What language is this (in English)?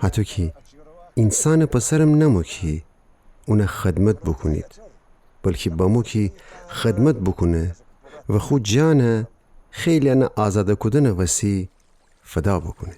Gilaki